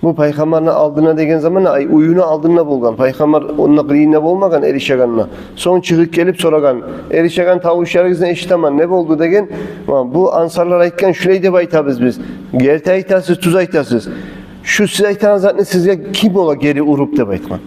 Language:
Kumyk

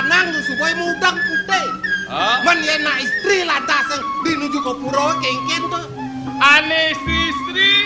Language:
Balinese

